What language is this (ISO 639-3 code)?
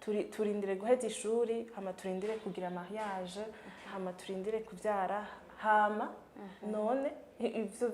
run